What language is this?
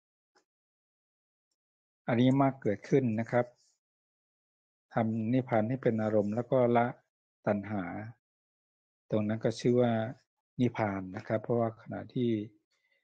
Thai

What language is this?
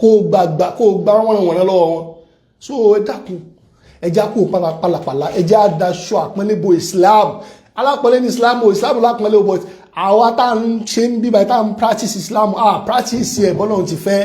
Yoruba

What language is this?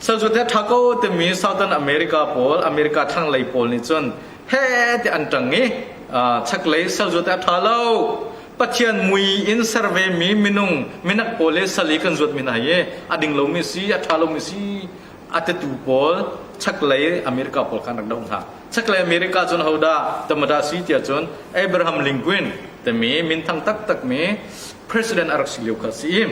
Hakha Chin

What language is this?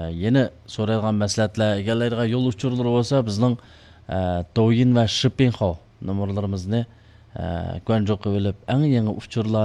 Uyghur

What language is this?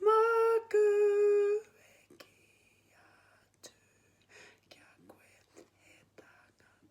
Māori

